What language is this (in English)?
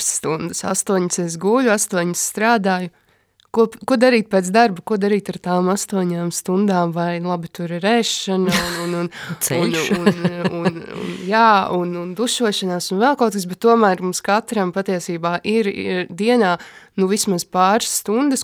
Latvian